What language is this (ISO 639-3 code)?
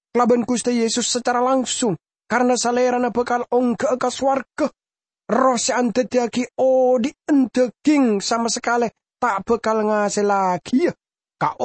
mad